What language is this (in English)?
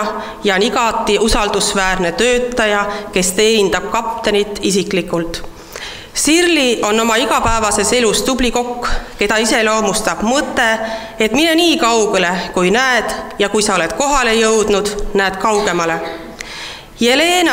Estonian